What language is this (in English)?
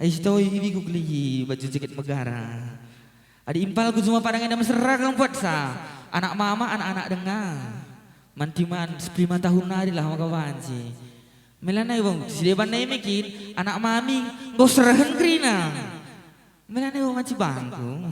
Batak Karo